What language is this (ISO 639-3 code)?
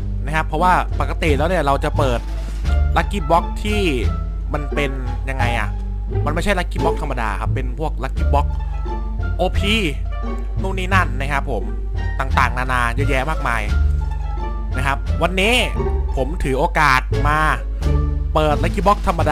tha